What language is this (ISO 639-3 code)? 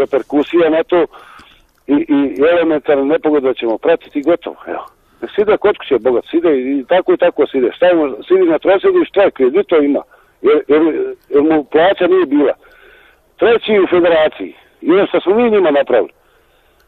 hrv